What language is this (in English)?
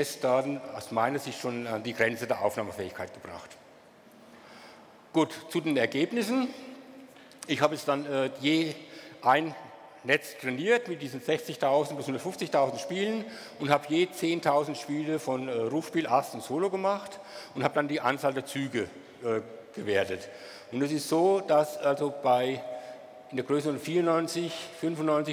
German